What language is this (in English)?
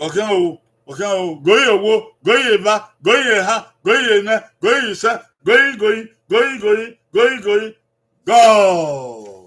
Bini